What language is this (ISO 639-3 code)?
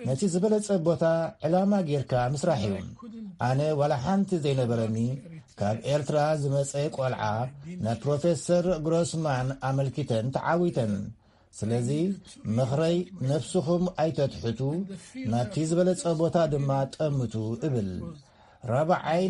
tir